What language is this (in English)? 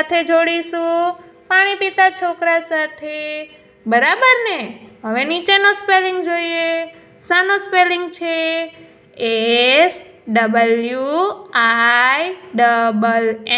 Gujarati